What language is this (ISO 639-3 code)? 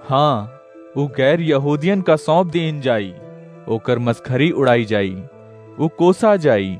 awa